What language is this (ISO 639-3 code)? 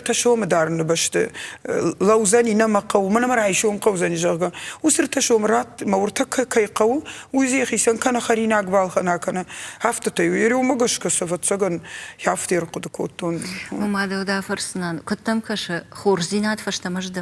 oss